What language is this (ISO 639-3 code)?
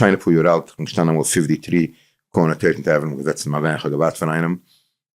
yid